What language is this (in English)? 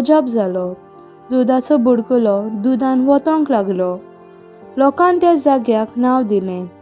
Konkani